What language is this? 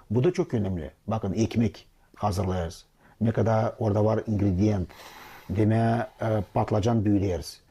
Gagauz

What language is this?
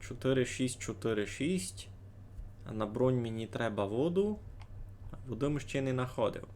Rusyn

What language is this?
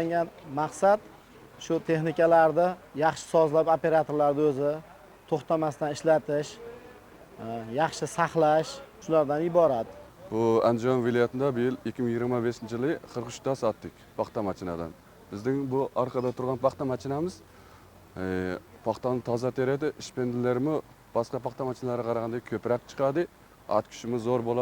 Uzbek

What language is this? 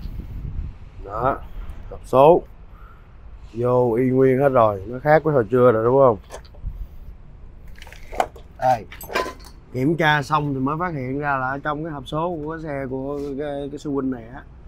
Vietnamese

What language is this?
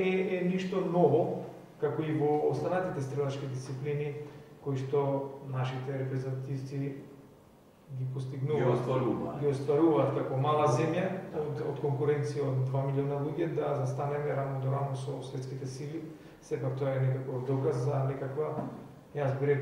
Macedonian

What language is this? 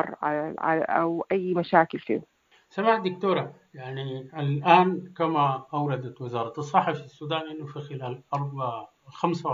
Sudanese Arabic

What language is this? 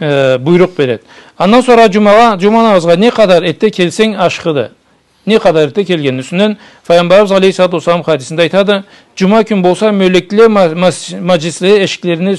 Karachay-Balkar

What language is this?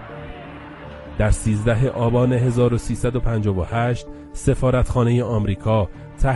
Persian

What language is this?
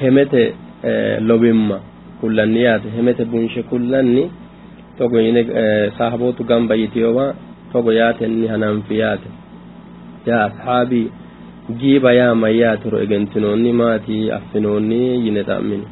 Sidamo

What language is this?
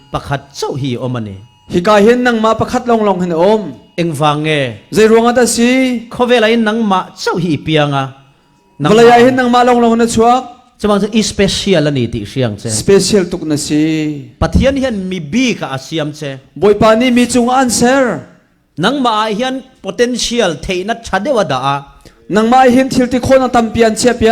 Falam Chin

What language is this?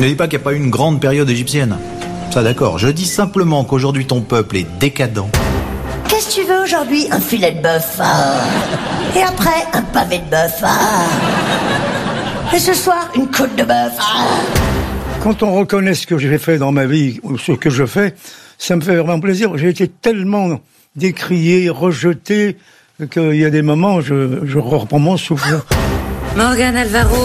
French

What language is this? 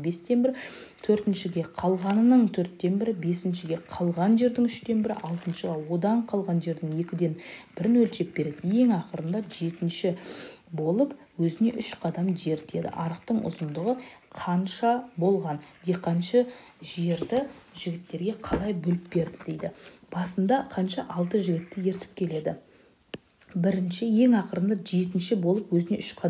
Kazakh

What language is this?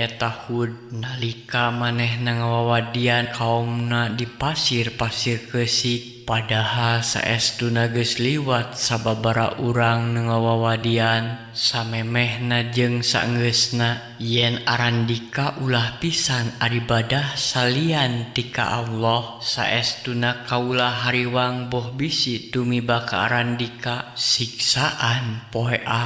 Sundanese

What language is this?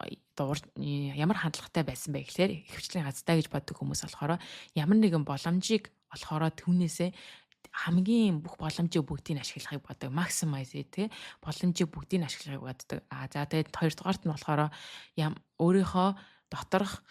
Mongolian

